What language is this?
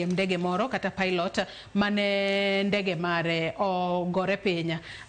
Luo (Kenya and Tanzania)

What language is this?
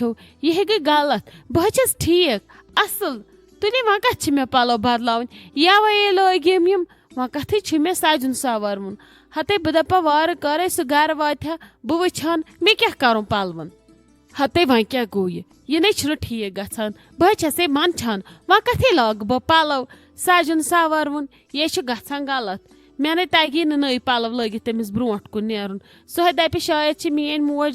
Kashmiri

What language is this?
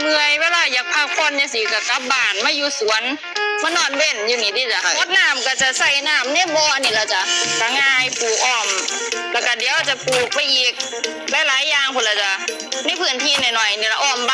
Northeastern Thai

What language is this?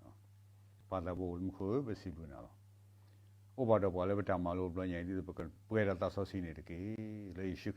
S'gaw Karen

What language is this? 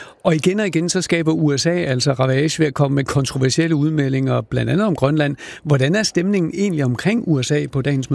Danish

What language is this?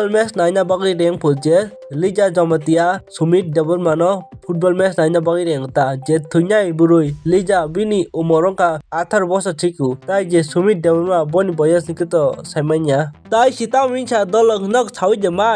Kok Borok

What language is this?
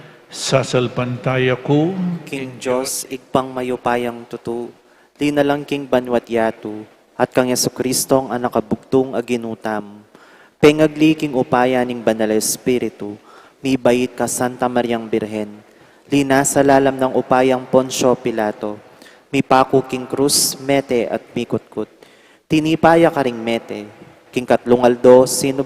Pampanga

